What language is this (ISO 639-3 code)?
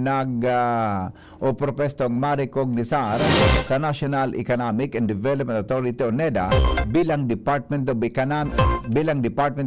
bik